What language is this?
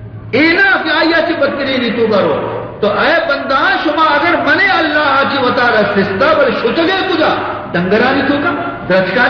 Baluchi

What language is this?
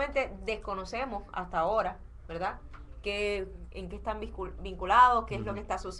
Spanish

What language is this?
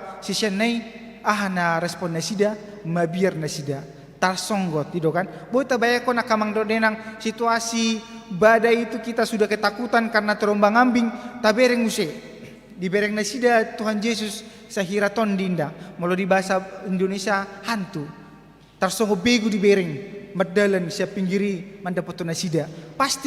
Batak Toba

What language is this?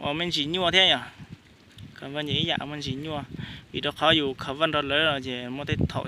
Hmong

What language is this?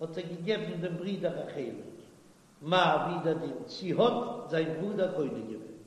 Yiddish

